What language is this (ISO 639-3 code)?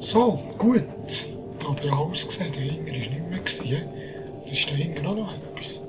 gsw